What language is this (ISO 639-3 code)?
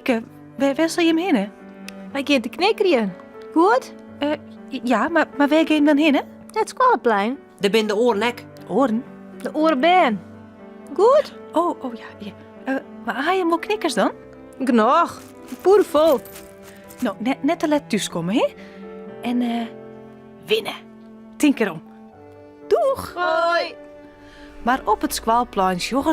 fry